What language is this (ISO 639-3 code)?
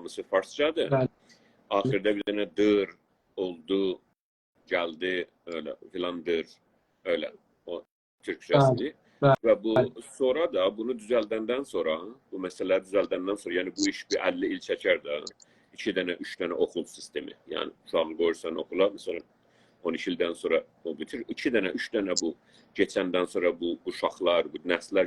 azb